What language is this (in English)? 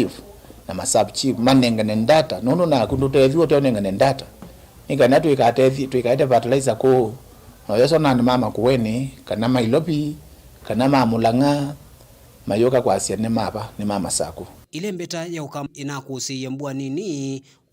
Kamba